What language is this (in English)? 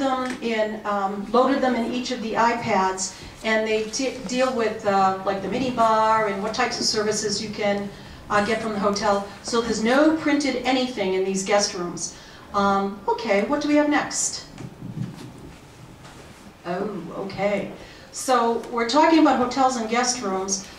English